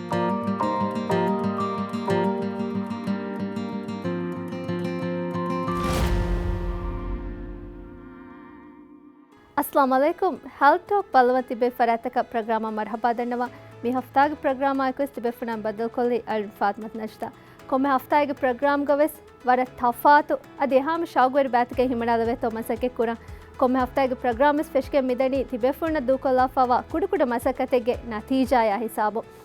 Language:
Divehi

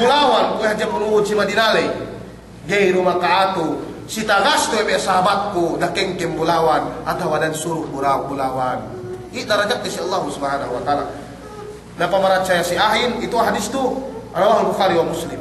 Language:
Yakan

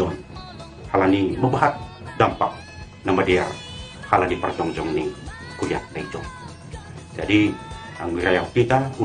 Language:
Batak Simalungun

